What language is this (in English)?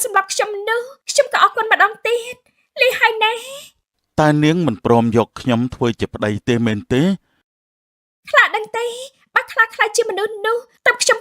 Khmer